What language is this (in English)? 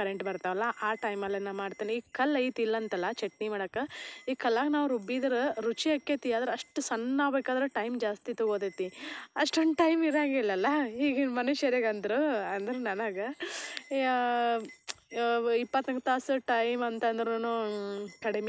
Kannada